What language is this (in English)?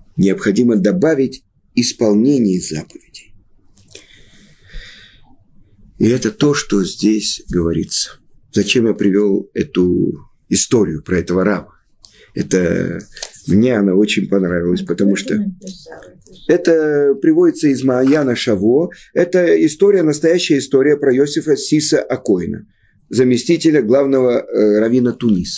Russian